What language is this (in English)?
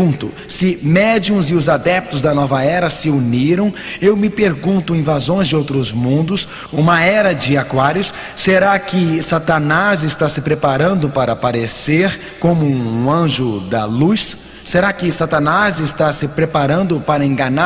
Portuguese